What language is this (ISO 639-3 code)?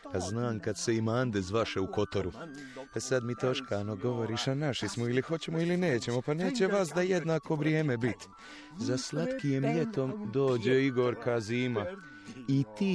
hrv